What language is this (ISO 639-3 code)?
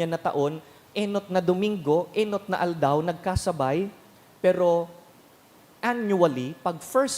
bik